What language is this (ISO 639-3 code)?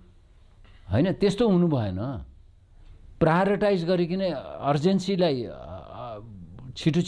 nep